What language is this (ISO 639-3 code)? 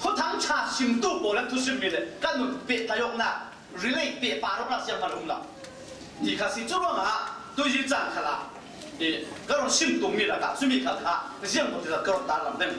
cfm